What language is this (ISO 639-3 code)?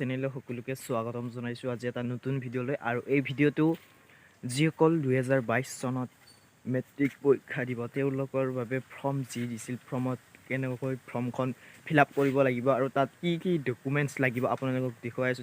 asm